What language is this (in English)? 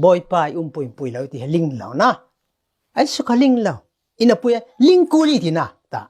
Falam Chin